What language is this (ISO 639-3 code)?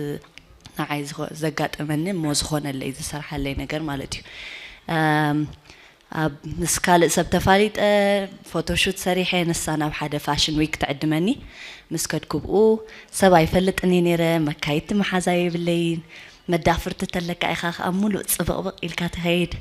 tir